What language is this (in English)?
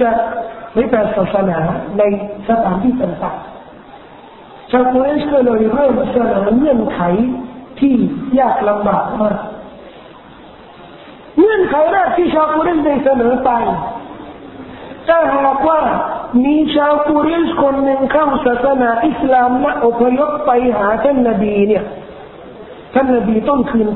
Thai